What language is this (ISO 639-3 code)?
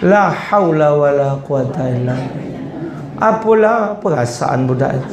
mui